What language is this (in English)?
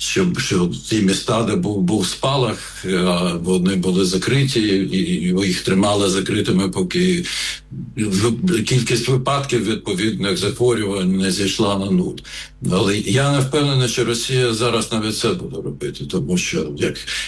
Ukrainian